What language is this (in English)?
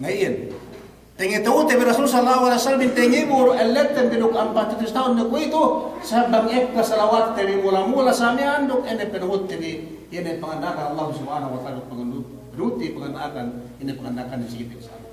Yakan